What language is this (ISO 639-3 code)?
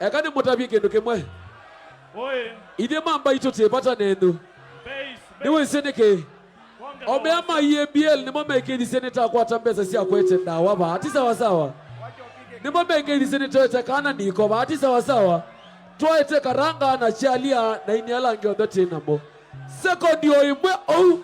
kam